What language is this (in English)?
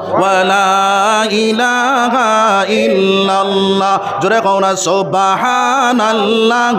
Sylheti